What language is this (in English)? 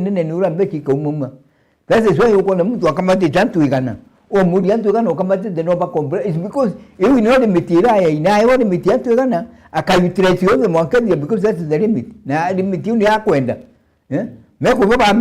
Meru